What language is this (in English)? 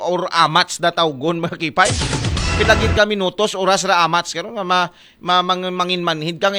Aklanon